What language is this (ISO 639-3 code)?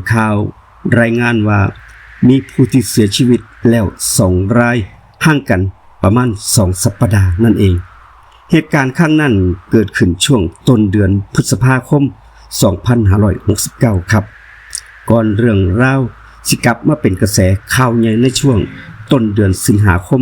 lao